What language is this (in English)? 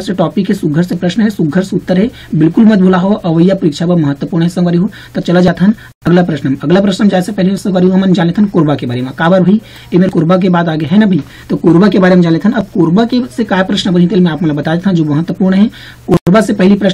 Chhattisgarhi